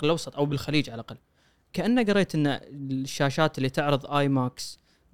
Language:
Gulf Arabic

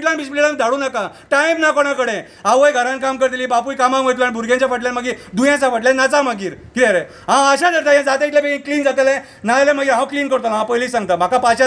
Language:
Konkani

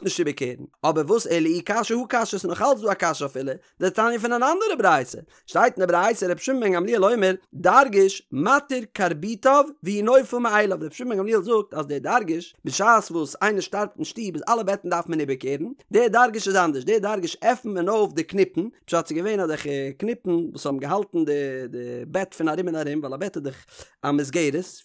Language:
Yiddish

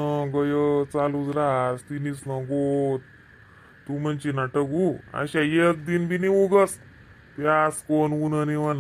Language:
Khandesi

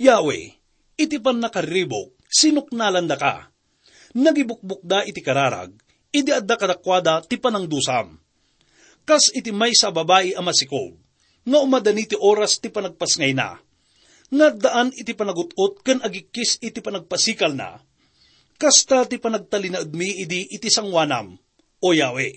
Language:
Iloko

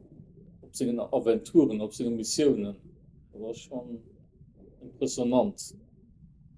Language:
Luxembourgish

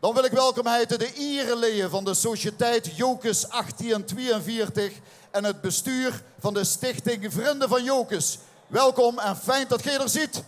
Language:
Limburgish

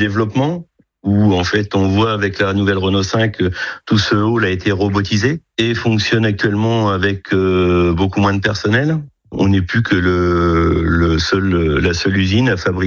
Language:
French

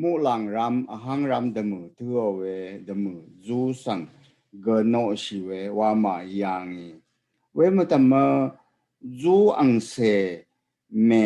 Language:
Rawang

